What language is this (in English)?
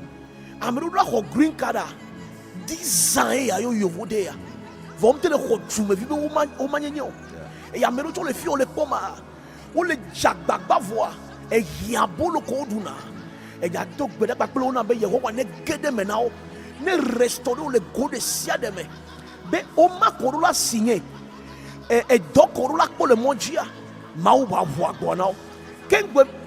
Ewe